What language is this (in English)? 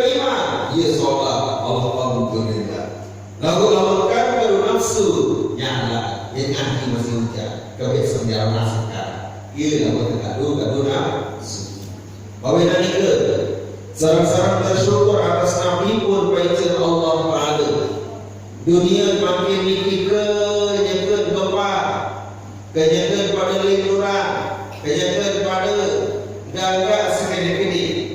Sasak